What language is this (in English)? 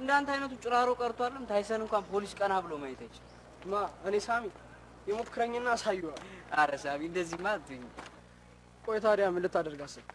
Amharic